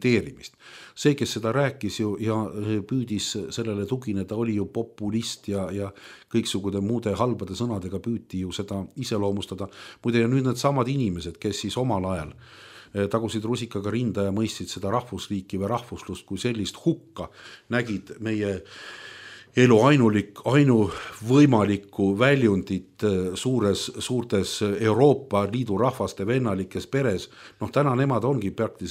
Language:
Estonian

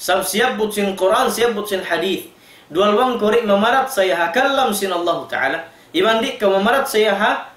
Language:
Tausug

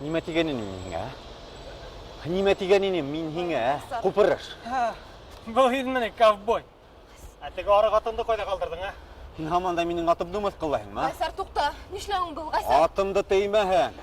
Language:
Bashkir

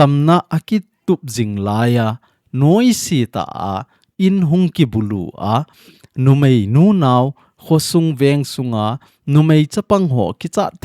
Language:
Thado Chin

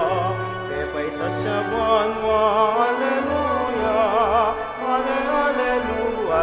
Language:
Pampanga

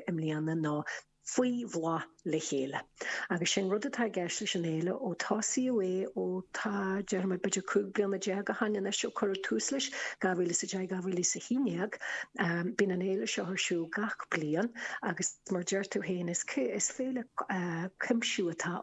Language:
Irish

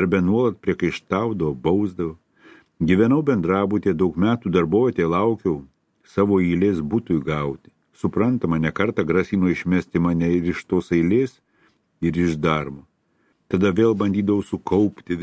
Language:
Lithuanian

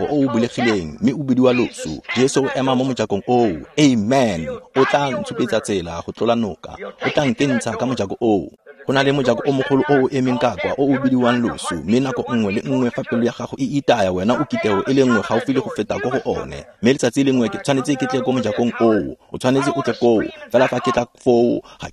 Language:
Tswana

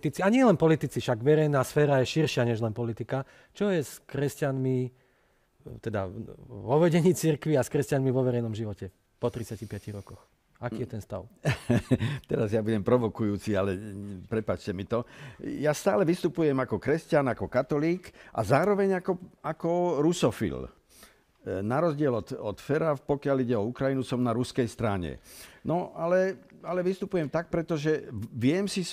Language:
Slovak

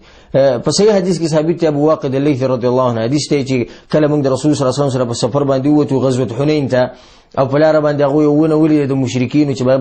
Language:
Pashto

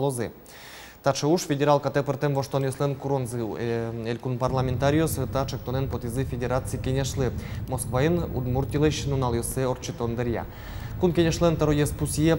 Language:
Udmurt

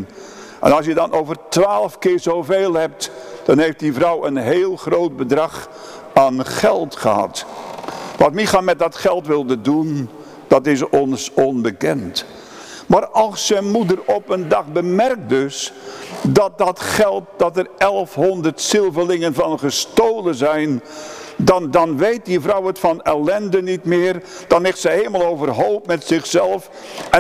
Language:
Dutch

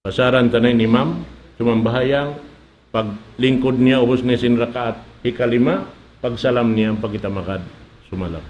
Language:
Tausug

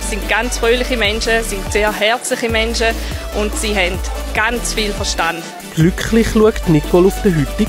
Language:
Swiss German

